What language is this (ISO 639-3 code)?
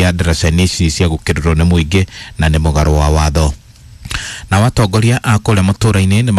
kik